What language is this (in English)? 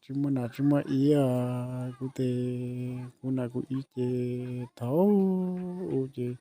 Hmong